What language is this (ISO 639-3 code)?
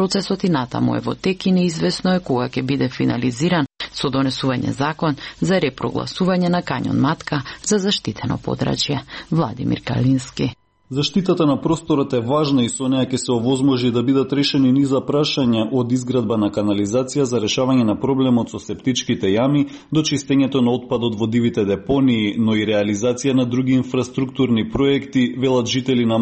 mkd